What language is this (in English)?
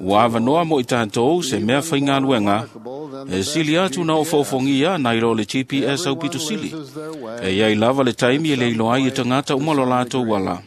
Samoan